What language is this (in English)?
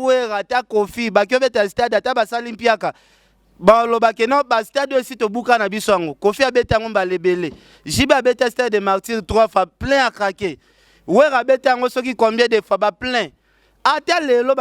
Lingala